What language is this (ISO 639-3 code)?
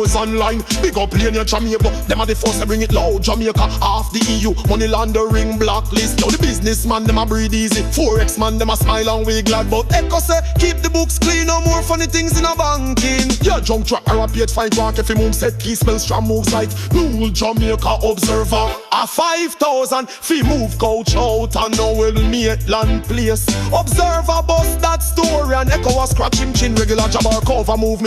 jam